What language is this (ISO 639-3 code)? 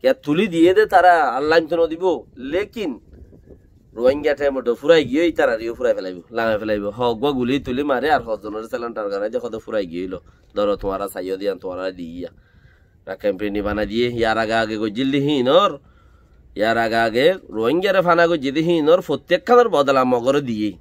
rhg